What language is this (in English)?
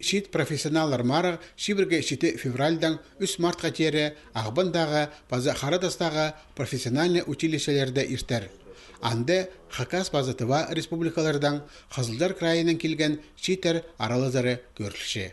Khakas